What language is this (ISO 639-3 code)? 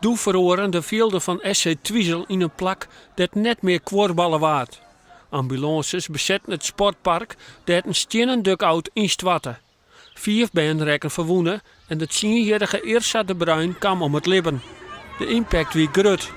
fry